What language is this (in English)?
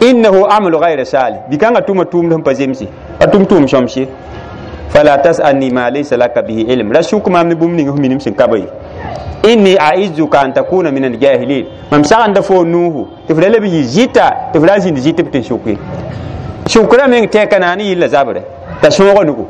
Mossi